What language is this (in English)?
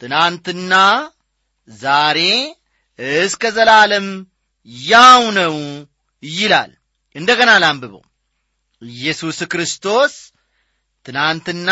Amharic